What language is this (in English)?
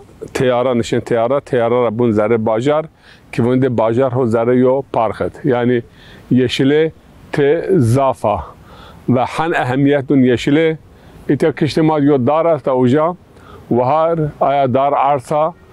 Zaza